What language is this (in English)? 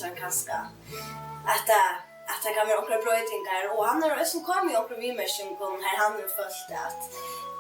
Faroese